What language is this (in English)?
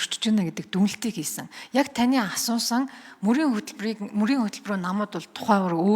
Mongolian